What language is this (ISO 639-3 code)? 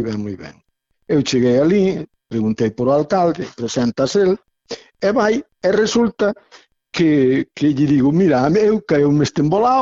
glg